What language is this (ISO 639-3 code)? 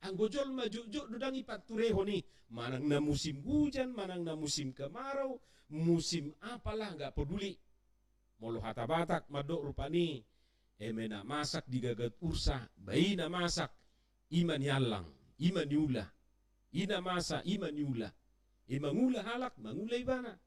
bbc